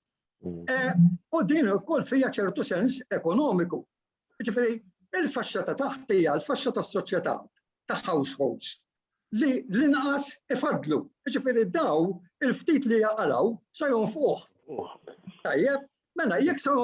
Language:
Maltese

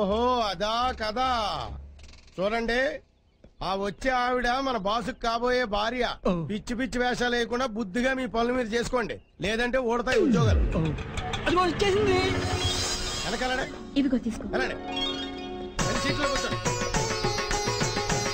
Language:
Telugu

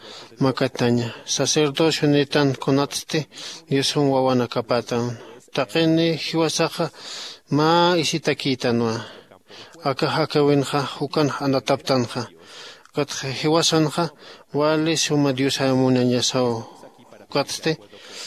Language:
Aymara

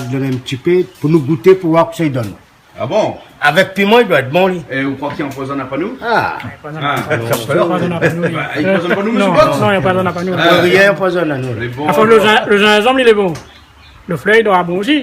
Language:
Réunion Creole French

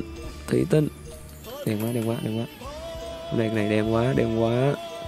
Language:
Vietnamese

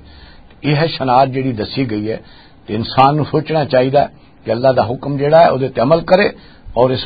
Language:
Western Panjabi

